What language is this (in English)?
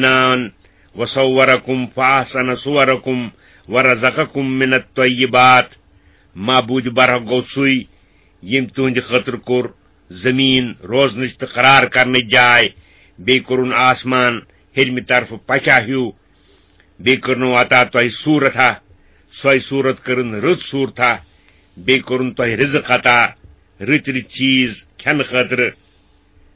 Kashmiri